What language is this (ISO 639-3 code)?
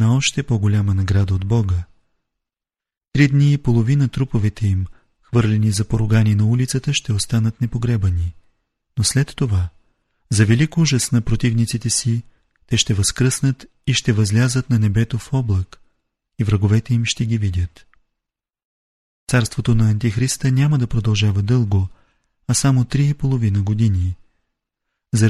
bul